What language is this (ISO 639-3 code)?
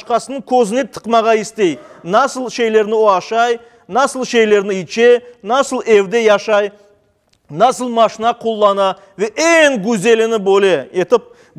crh